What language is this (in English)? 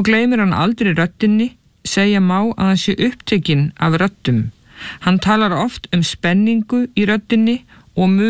Icelandic